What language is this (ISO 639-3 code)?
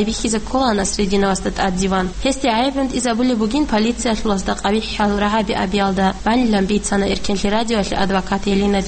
ava